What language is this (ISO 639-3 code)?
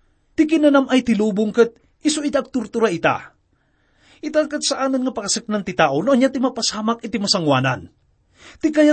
ilo